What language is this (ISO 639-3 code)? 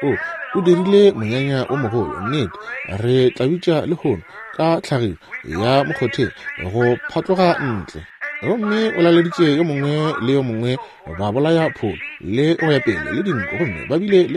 nso